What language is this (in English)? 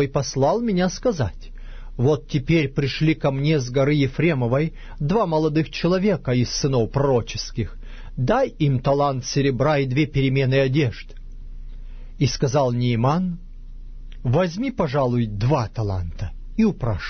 Russian